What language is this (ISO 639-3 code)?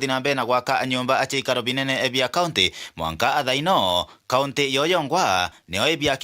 mer